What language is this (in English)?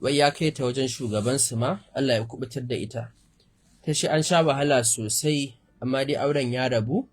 Hausa